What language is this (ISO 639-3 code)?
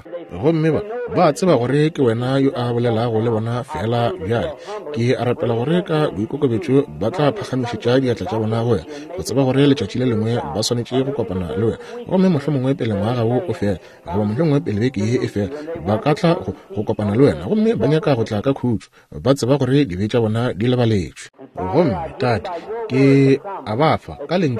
nso